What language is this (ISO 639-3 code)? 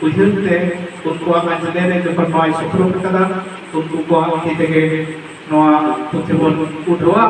sat